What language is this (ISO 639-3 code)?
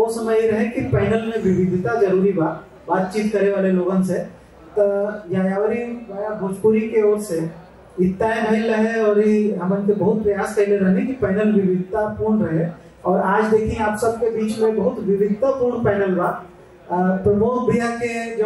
bho